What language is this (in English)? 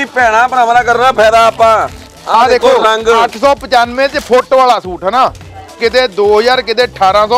Punjabi